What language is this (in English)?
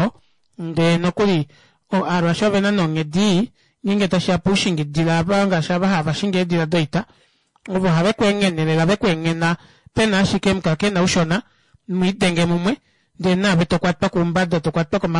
Kuanyama